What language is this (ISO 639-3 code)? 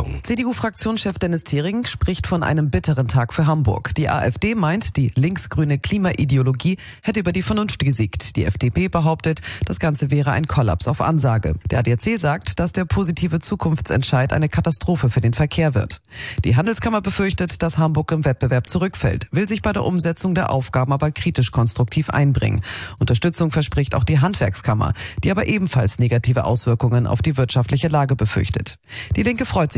deu